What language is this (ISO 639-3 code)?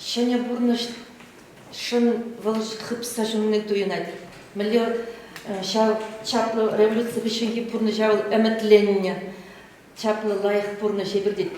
chv